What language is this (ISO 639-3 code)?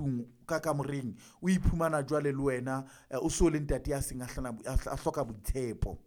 sot